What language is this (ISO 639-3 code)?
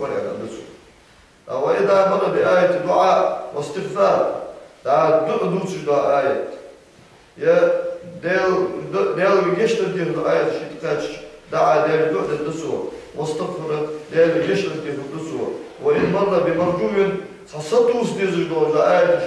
inh